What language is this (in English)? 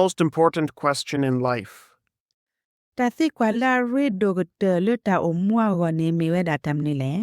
S'gaw Karen